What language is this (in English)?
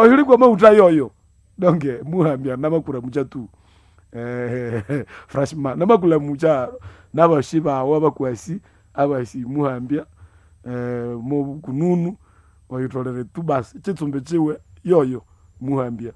Nande